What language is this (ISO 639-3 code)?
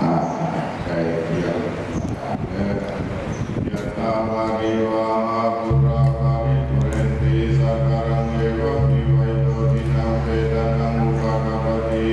pli